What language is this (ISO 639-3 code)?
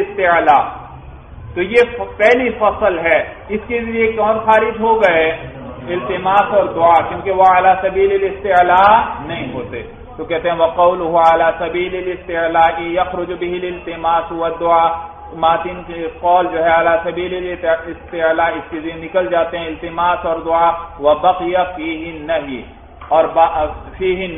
urd